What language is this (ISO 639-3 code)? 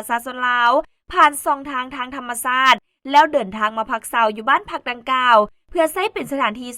lao